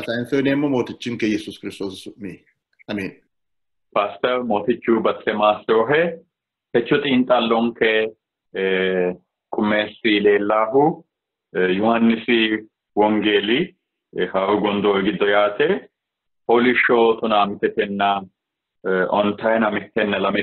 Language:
Sidamo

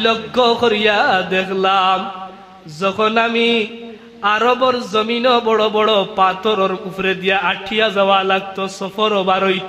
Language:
Sylheti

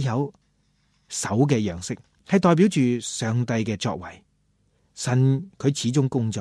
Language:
Cantonese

